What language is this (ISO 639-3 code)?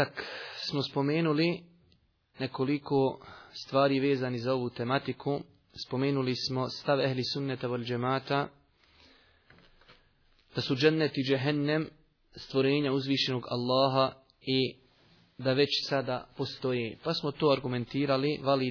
bos